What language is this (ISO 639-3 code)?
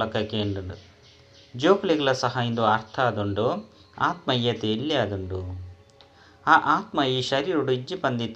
tcy